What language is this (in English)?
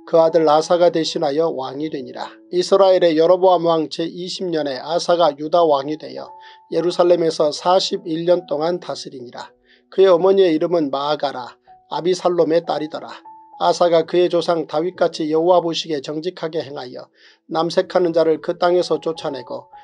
Korean